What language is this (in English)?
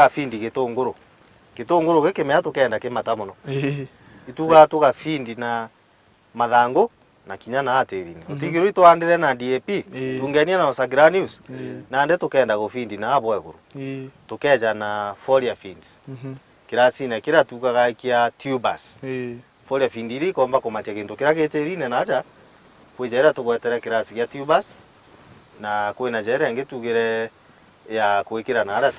Meru